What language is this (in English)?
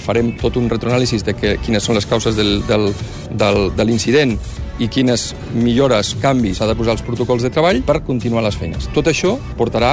Catalan